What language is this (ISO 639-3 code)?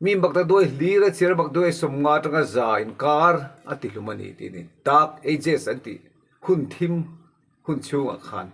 lus